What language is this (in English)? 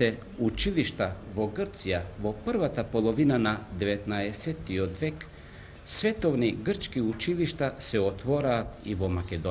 Macedonian